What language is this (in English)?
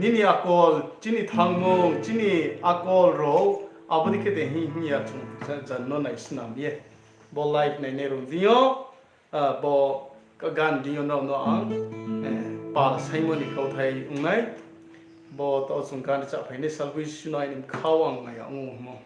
Riang (India)